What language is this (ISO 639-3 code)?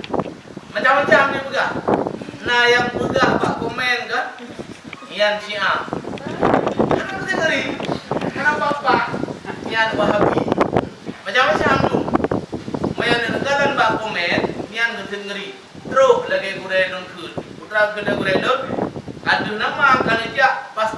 ace